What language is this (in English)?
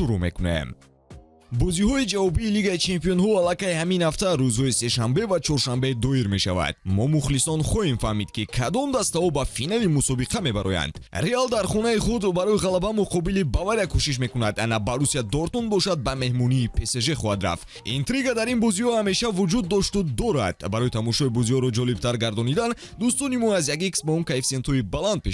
Tajik